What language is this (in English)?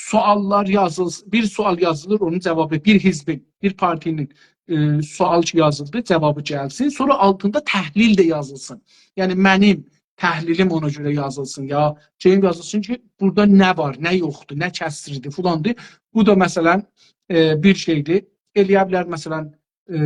South Azerbaijani